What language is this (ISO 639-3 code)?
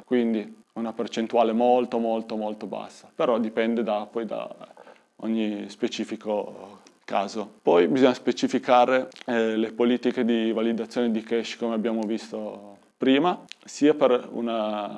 ita